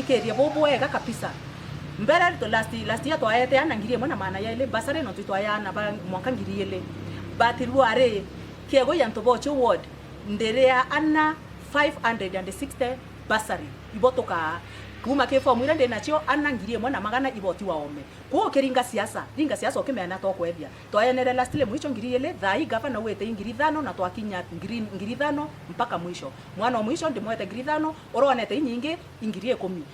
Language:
Meru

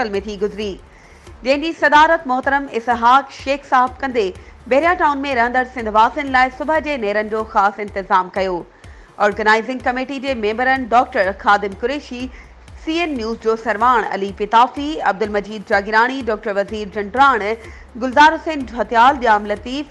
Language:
Sindhi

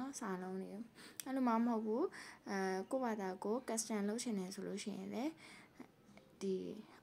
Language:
Burmese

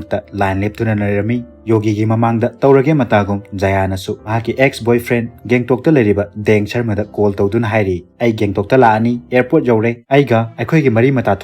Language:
Manipuri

